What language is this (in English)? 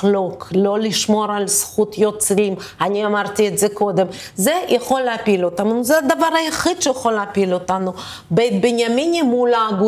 Hebrew